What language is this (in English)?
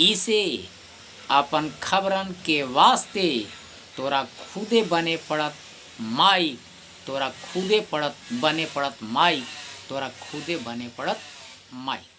Magahi